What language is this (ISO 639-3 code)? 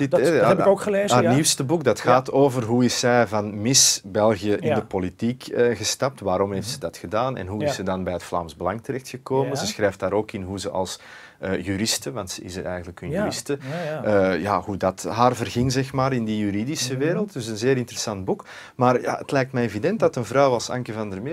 nld